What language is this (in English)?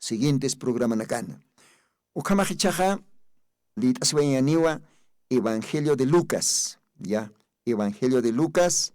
Aymara